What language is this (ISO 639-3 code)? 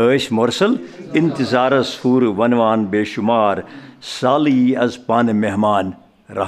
kas